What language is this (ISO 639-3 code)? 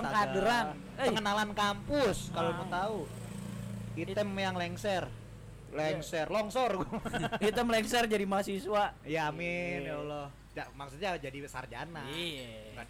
ind